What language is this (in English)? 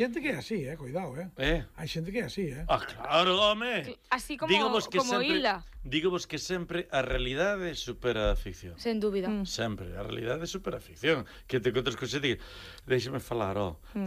Galician